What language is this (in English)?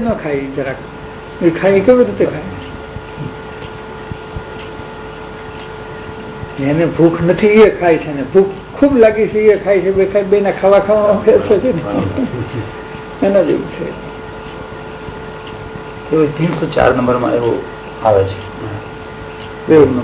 Gujarati